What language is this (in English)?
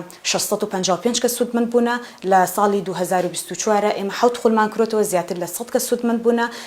Central Kurdish